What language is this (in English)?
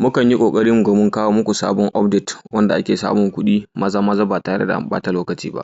Hausa